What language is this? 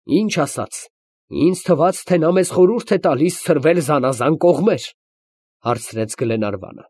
Armenian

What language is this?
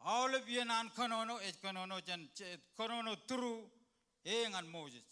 Marshallese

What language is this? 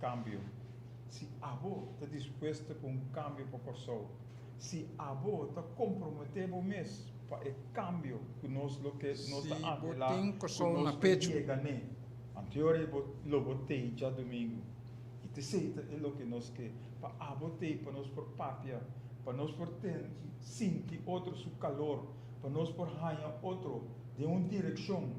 Papiamento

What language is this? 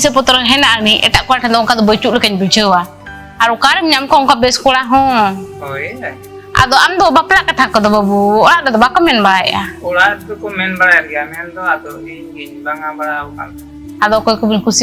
Santali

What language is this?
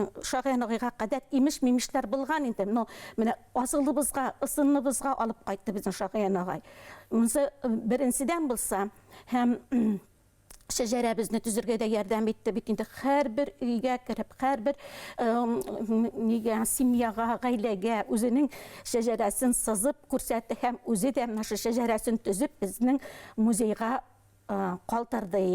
Bashkir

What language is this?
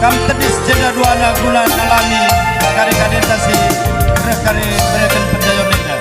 Batak Karo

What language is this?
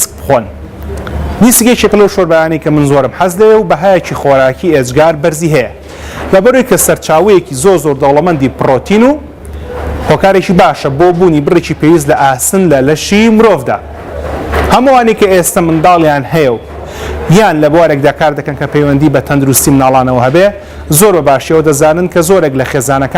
Central Kurdish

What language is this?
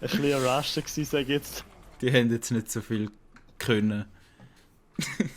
Swiss German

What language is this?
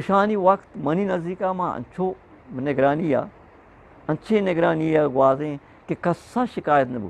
Eastern Balochi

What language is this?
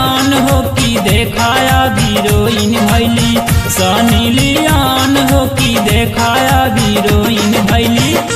Bhojpuri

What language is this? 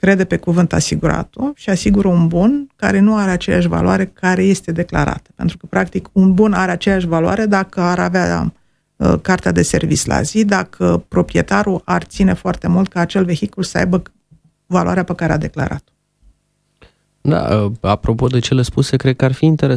Romanian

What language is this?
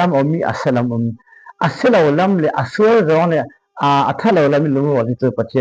Falam Chin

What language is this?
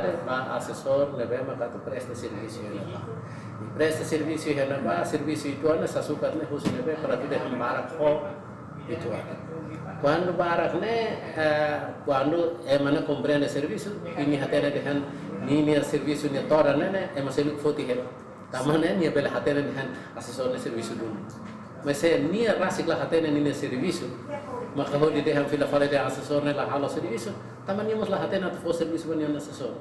Tetum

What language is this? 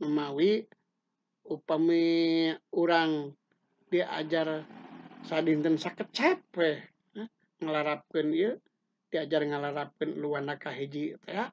Sundanese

